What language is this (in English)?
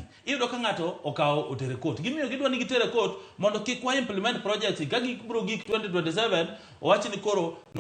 Luo (Kenya and Tanzania)